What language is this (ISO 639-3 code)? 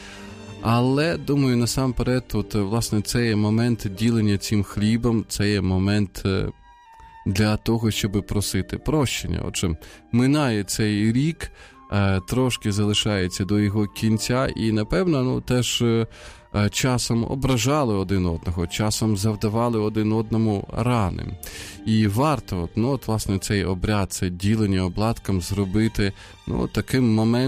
ukr